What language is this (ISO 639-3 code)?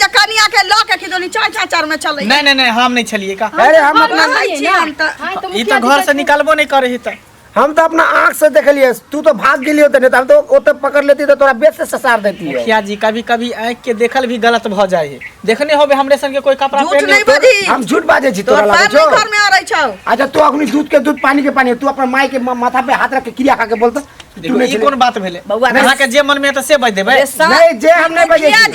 mai